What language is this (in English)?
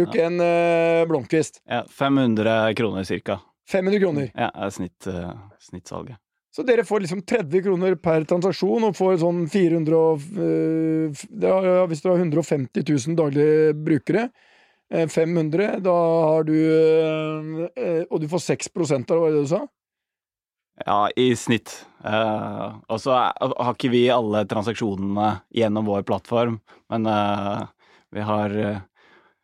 Norwegian